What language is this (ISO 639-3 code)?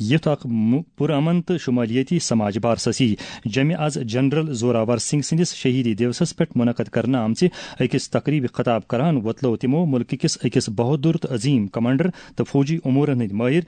kas